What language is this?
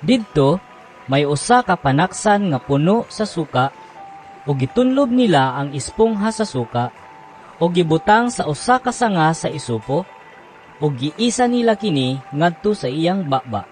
Cebuano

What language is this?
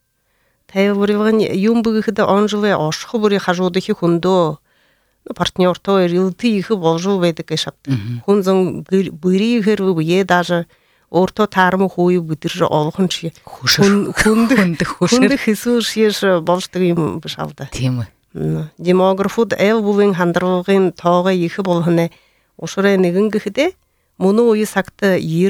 Buriat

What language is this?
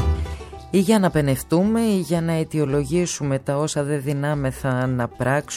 Greek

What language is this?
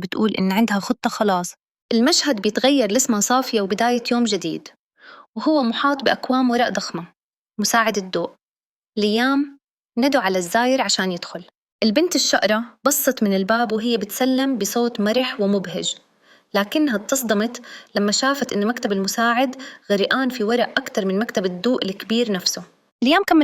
Egyptian Arabic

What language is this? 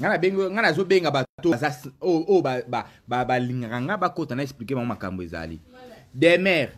Lingala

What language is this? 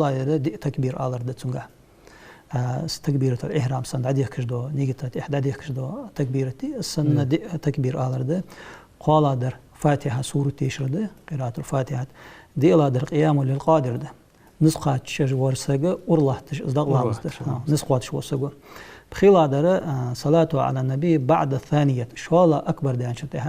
Ingush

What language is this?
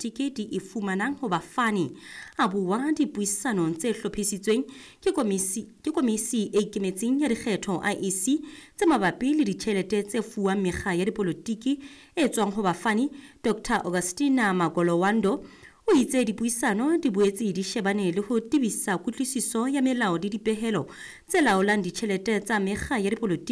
Southern Sotho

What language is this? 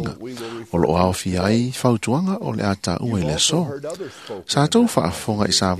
Samoan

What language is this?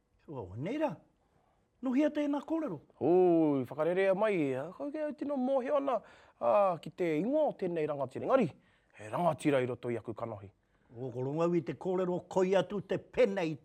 Māori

